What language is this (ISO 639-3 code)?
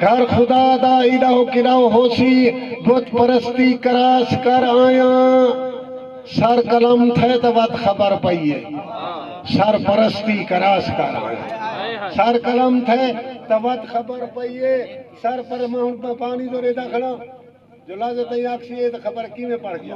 skr